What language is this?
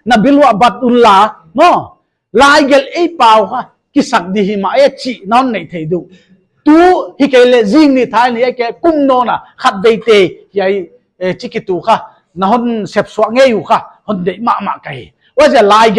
Paite Chin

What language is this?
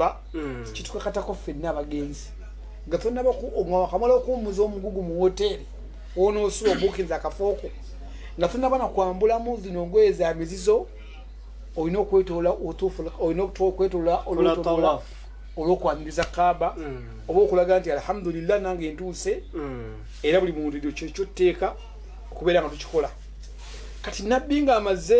Ganda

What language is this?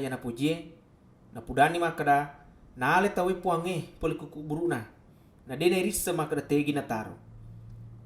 Buginese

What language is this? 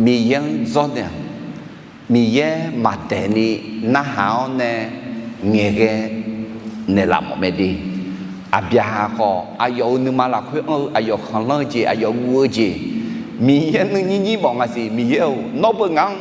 Akha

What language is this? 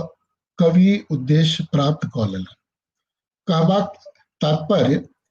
Maithili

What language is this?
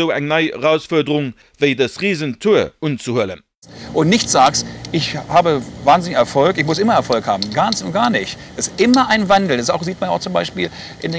Luxembourgish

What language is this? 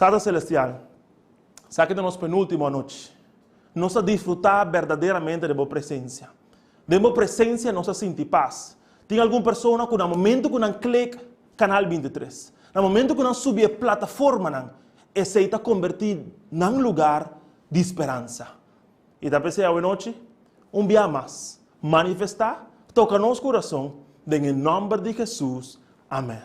Papiamento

